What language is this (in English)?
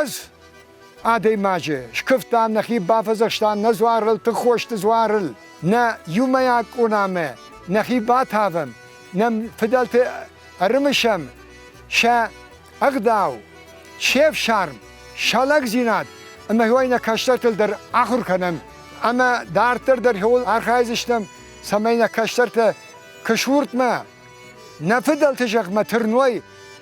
Ossetic